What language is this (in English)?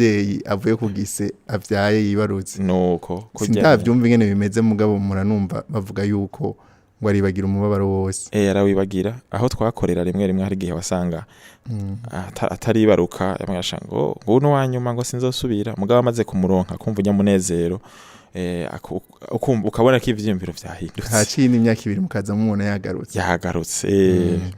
Rundi